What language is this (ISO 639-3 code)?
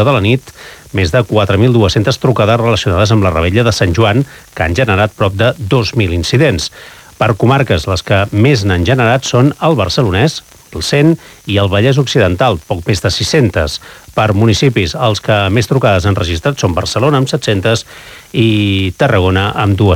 cat